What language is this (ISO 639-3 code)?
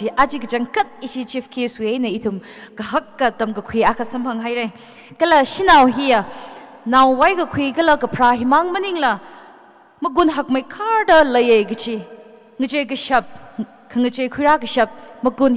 nmf